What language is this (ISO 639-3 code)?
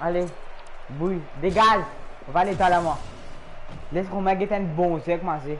mfe